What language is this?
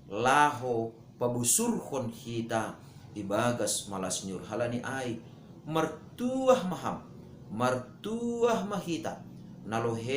Batak Simalungun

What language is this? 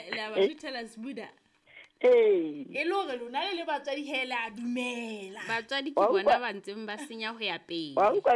Southern Sotho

